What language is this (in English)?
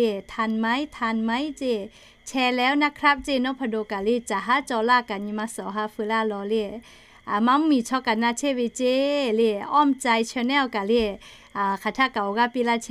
Lahu